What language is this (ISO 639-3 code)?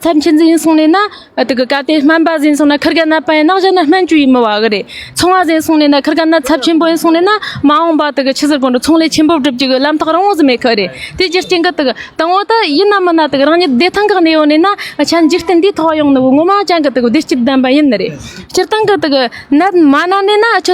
bod